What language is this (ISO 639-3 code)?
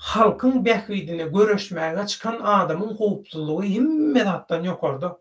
tuk